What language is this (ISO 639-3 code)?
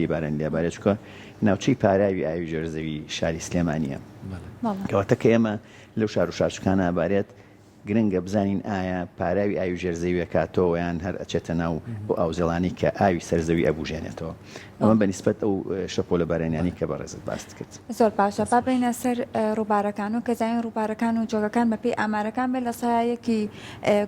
ckb